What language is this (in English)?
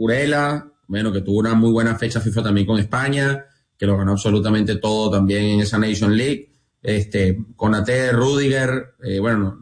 Spanish